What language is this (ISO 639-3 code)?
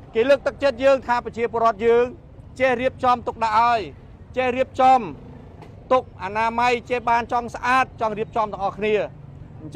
khm